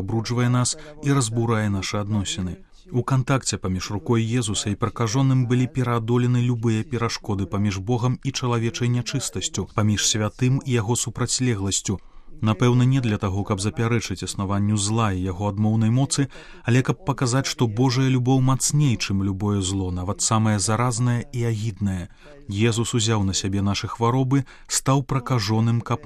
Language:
Belarusian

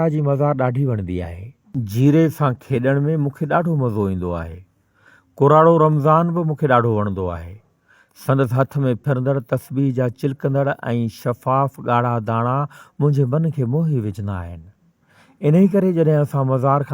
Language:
Sindhi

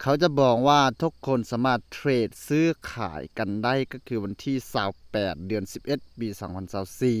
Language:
Lao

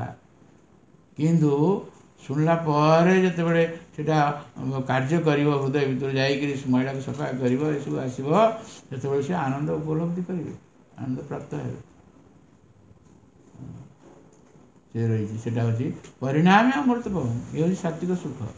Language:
Odia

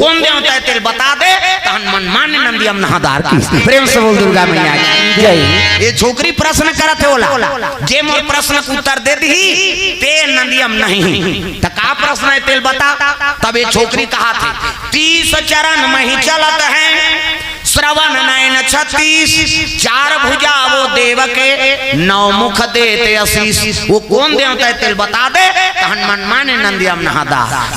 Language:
Chhattisgarhi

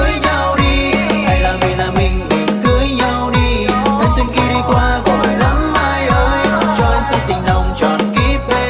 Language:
Vietnamese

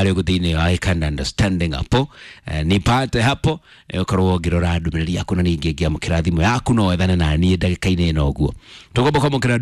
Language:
Kikuyu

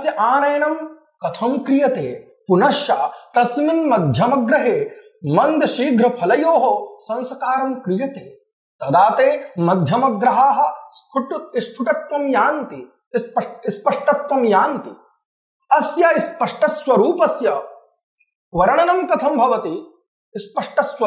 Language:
Sanskrit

